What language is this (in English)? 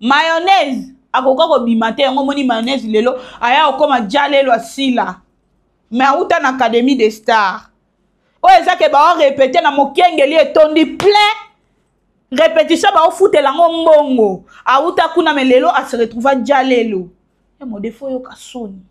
Lingala